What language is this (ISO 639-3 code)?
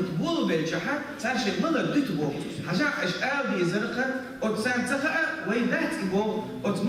che